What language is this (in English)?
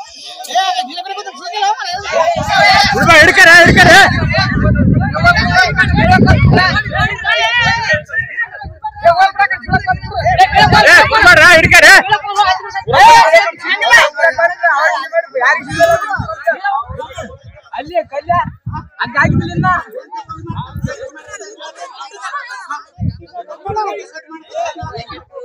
Kannada